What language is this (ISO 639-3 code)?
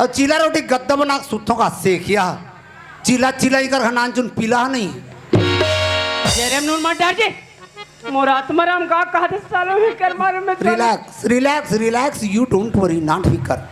hne